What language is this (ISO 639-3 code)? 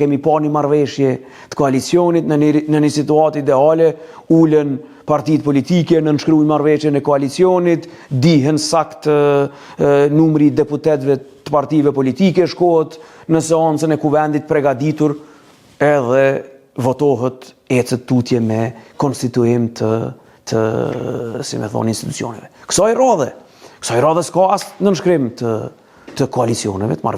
sqi